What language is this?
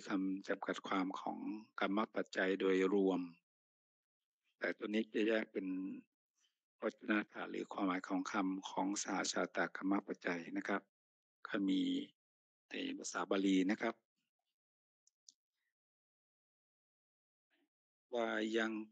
Thai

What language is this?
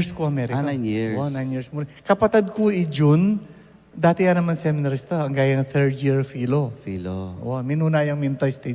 Pampanga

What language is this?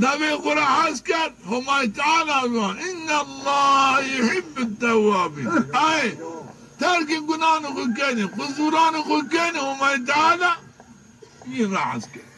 Zaza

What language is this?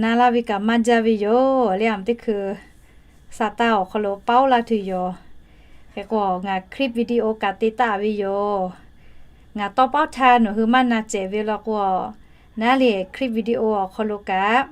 Lahu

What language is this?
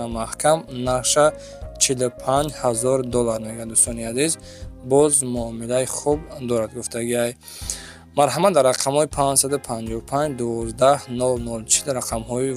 Tajik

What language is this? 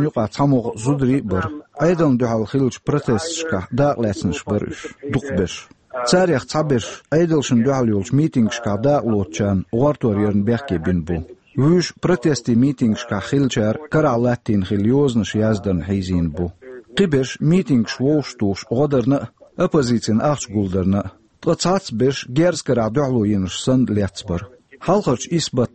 Chechen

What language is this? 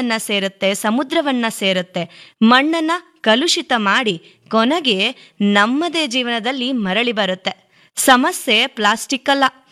Kannada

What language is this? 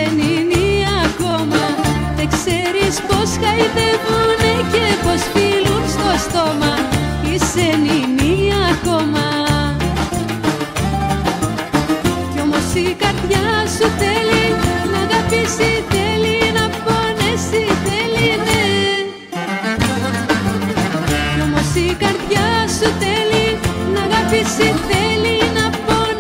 Greek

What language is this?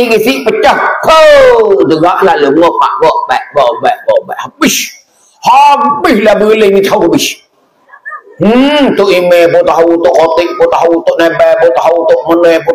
Malay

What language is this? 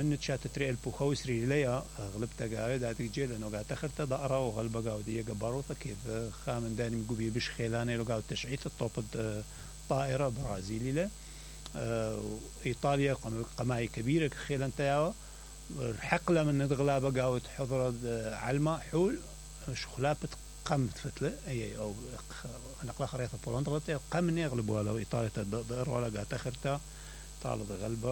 Mesopotamian Arabic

